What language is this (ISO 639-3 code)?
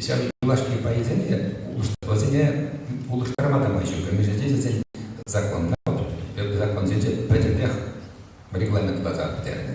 chv